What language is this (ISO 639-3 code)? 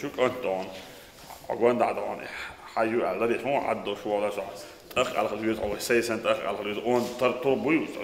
che